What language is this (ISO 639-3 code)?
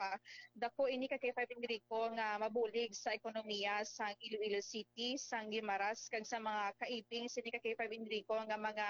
hil